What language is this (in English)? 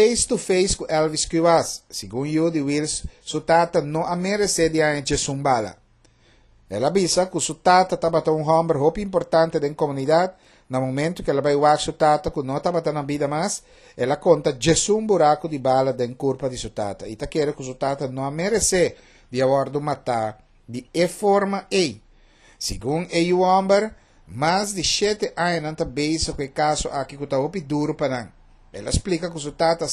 Papiamento